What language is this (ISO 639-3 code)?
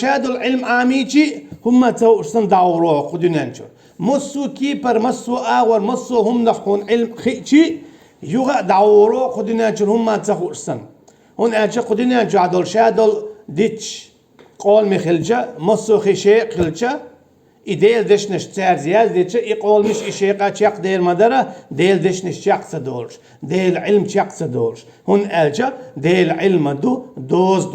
che